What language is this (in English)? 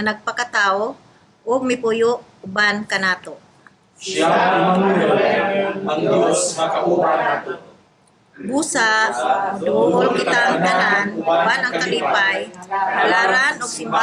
Cebuano